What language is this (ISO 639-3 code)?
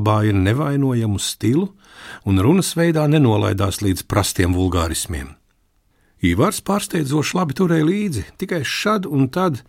lav